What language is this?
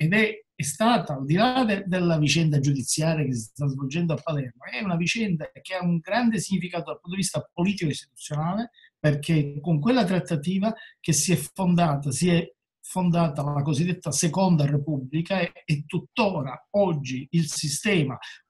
Italian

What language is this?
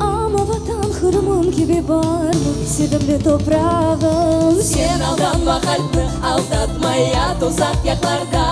Crimean Tatar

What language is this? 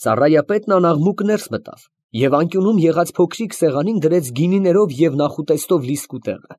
Armenian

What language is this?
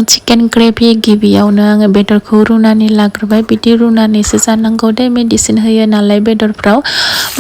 Bodo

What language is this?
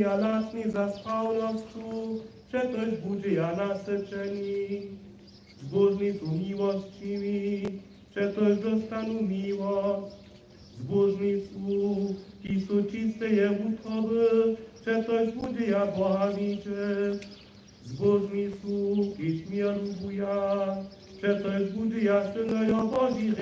Upper Sorbian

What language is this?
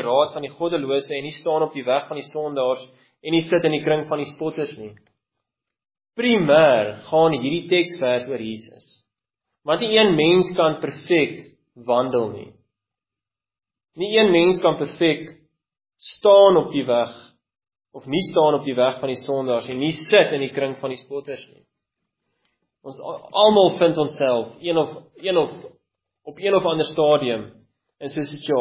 Afrikaans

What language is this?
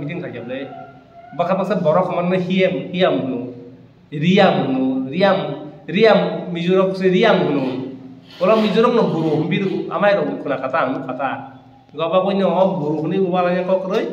Kok Borok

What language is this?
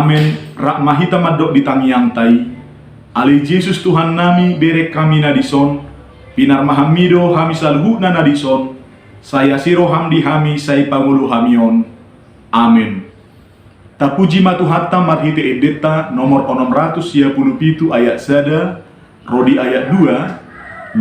Batak Toba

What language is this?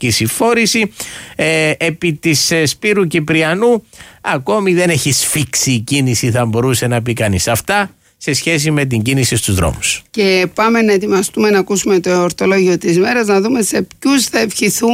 Greek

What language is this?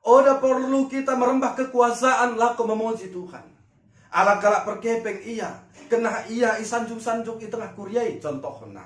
Batak Dairi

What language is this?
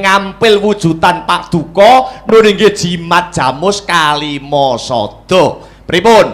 Javanese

